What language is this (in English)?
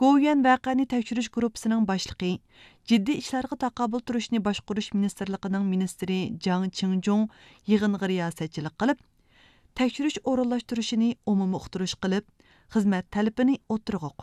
Uyghur